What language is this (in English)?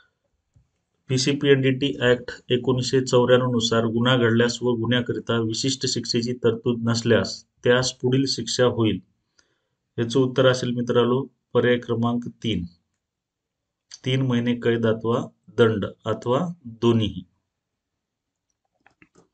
Marathi